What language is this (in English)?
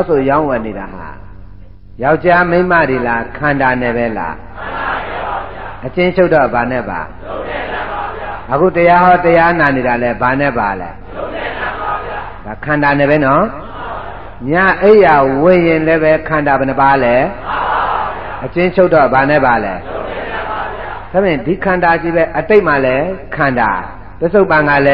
Burmese